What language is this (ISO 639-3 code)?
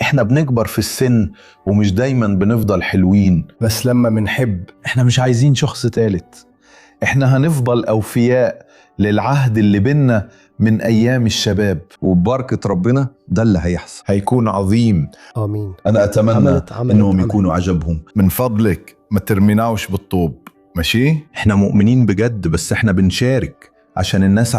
arz